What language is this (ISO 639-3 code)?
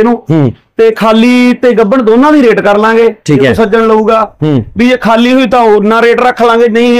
pan